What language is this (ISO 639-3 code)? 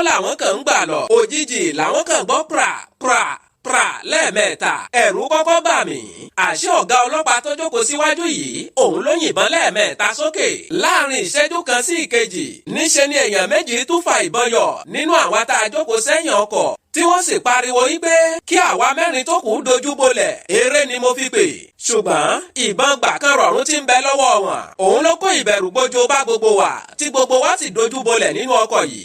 yor